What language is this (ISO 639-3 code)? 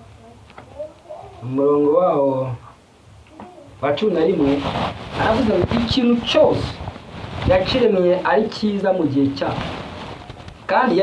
kin